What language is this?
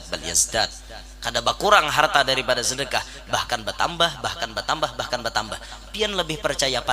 Banjar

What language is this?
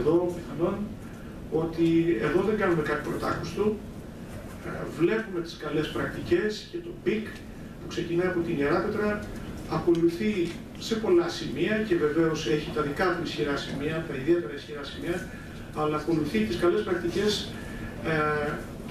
Greek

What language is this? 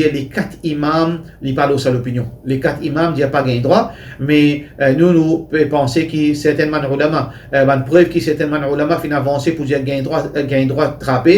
Morisyen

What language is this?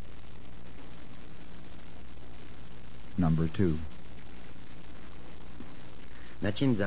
Czech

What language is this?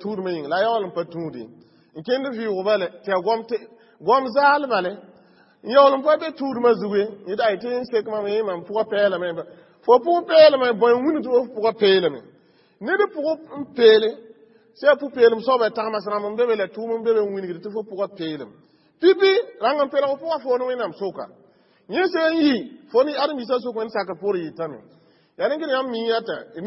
Mossi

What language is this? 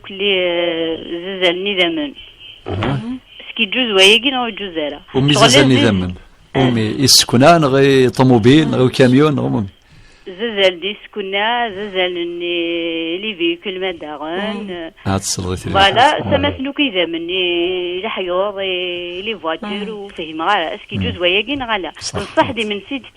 Kabyle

